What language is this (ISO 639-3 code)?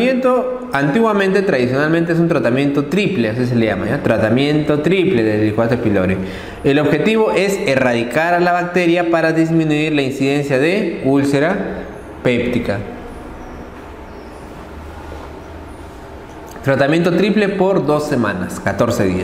spa